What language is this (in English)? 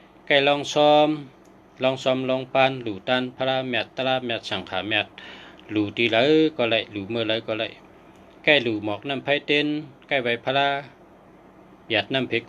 Shan